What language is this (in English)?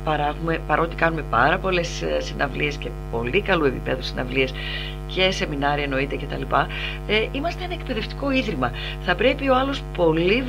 Greek